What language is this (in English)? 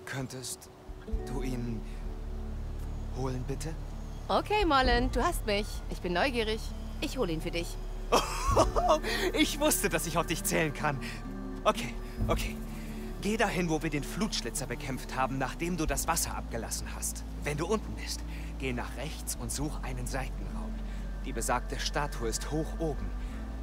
German